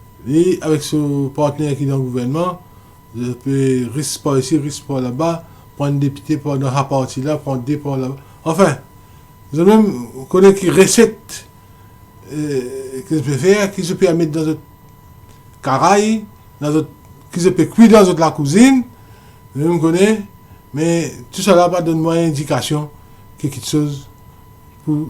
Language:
Morisyen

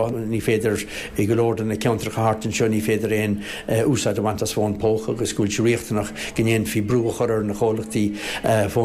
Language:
Irish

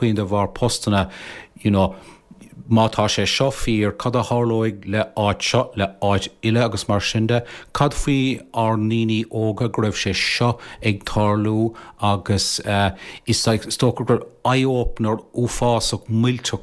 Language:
Irish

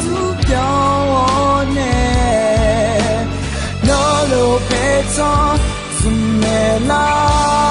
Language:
Akha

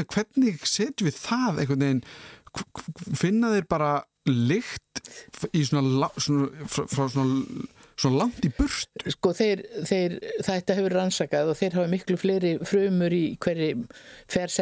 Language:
Icelandic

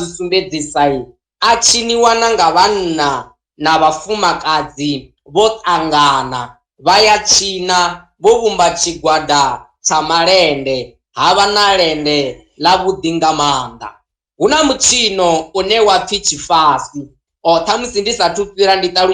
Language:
Venda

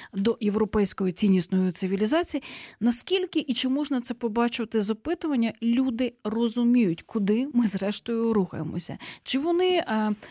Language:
Ukrainian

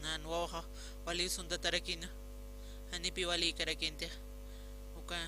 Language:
Aymara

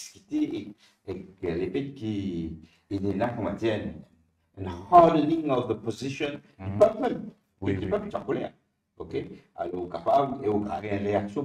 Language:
Morisyen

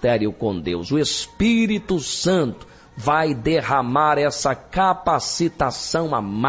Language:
Portuguese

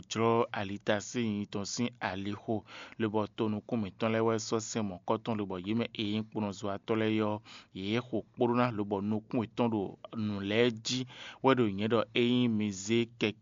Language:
Fon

